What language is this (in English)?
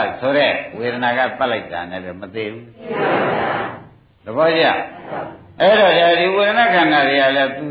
Burmese